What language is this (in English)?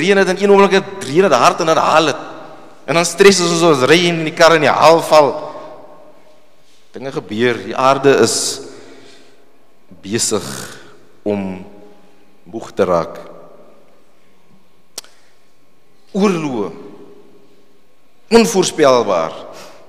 Afrikaans